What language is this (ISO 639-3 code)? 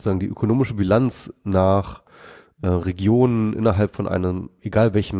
deu